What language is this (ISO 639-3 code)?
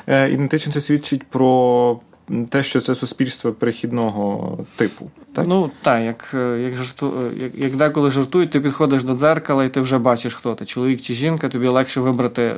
ukr